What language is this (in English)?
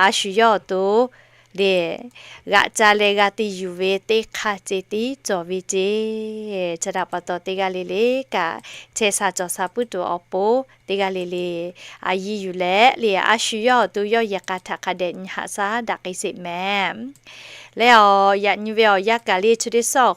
Lahu